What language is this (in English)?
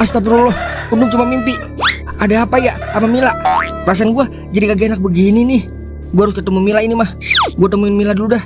Betawi